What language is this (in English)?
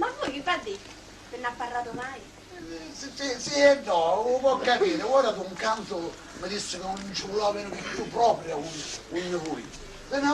Sicilian